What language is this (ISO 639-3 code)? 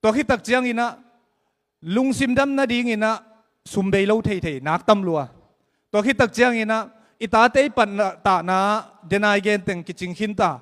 ctd